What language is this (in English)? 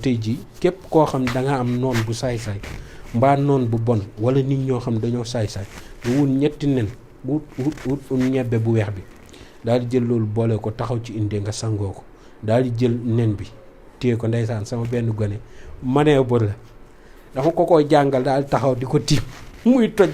Wolof